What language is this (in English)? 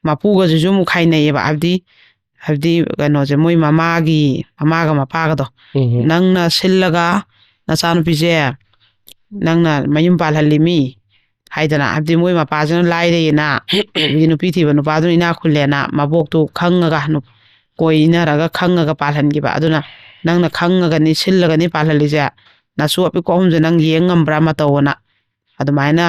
Manipuri